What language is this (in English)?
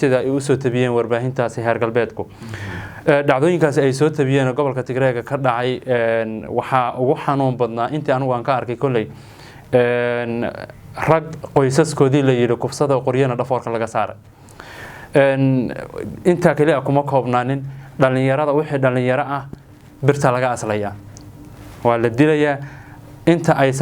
Somali